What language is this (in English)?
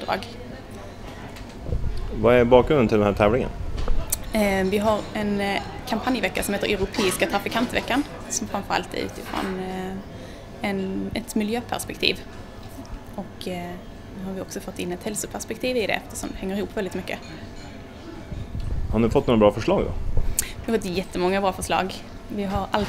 Swedish